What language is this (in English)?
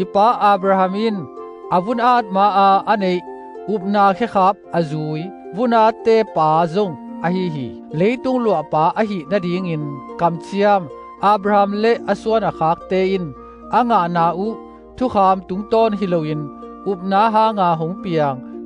Tedim Chin